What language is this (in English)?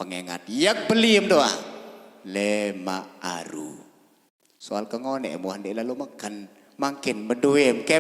Sasak